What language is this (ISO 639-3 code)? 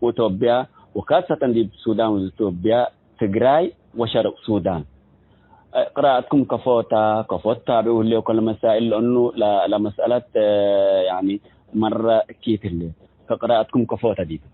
tig